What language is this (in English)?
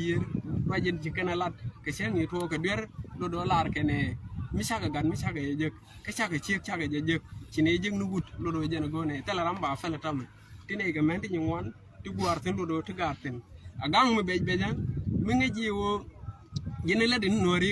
Nuer